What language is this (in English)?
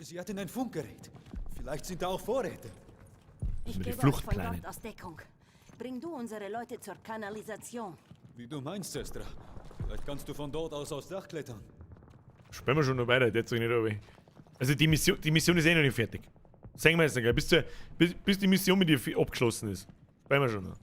Bavarian